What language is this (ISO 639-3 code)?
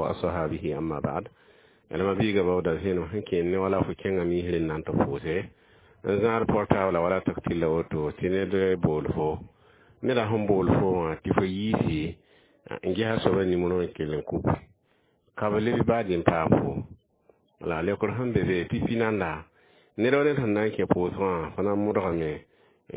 mos